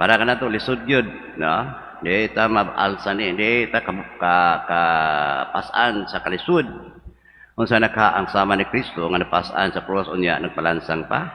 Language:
Cebuano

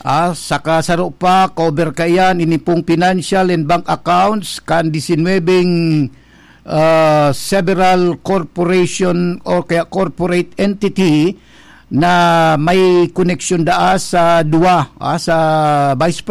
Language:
Bikol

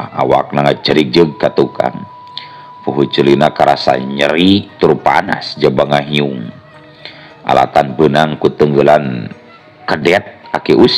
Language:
Sundanese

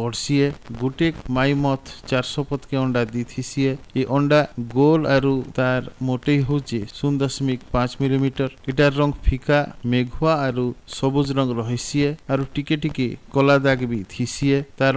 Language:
Odia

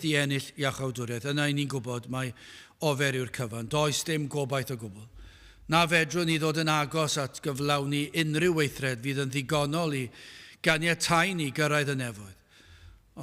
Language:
Welsh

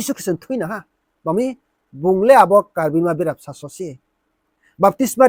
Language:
Riang (India)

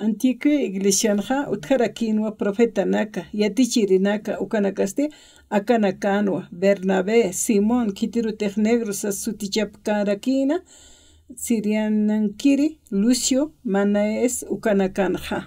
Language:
Aymara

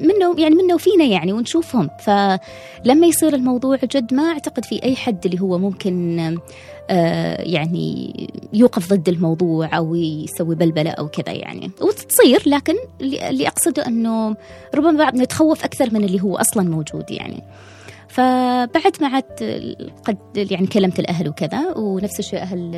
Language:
Gulf Arabic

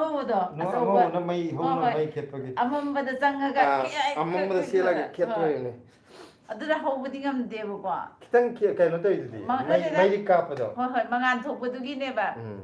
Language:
Manipuri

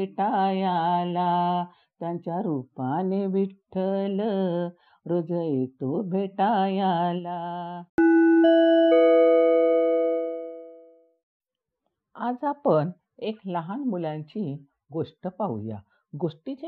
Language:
Marathi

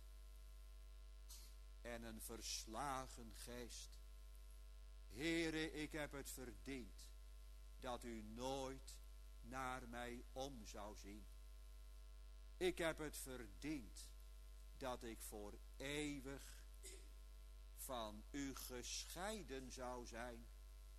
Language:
Dutch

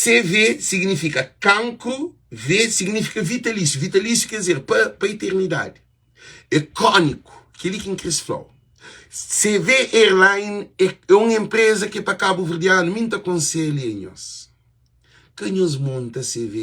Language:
Kabuverdianu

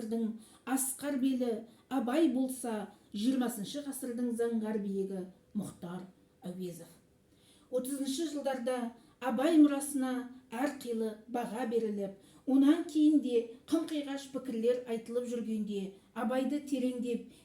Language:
Kazakh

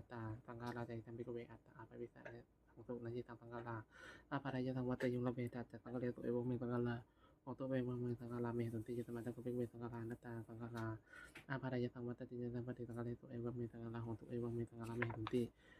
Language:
Pali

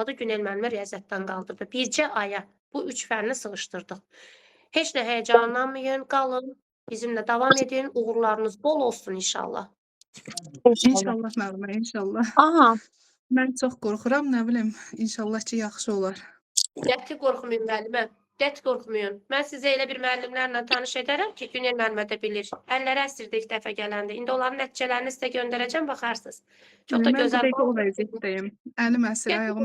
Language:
Azerbaijani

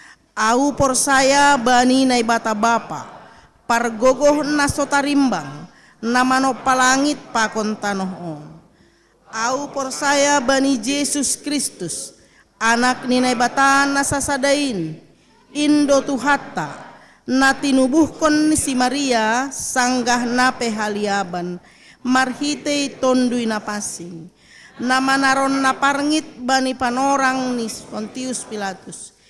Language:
Batak Simalungun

